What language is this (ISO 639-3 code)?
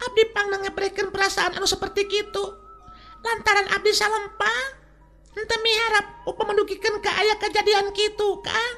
sun